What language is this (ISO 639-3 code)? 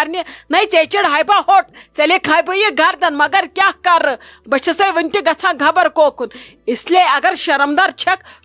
kas